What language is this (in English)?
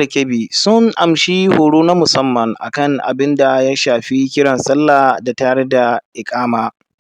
Hausa